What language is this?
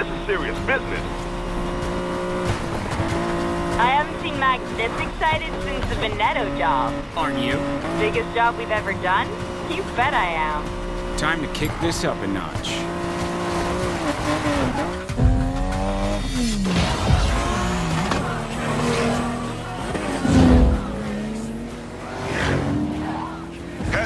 English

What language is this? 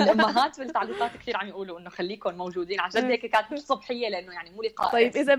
North Levantine Arabic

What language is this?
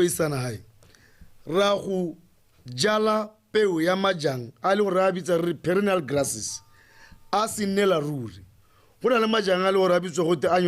Tswana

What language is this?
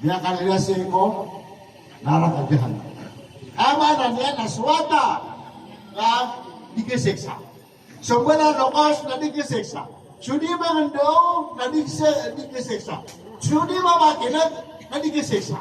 Maranao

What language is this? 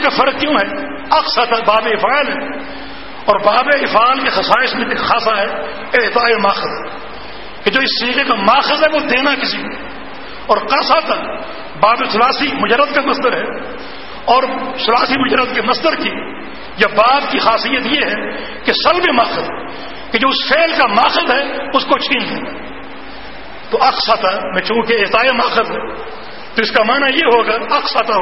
Urdu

